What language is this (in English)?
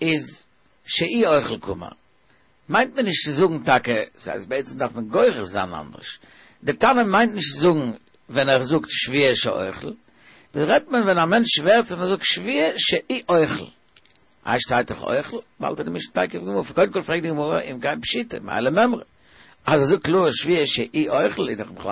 Yiddish